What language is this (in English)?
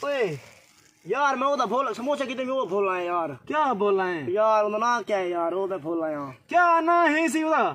Saraiki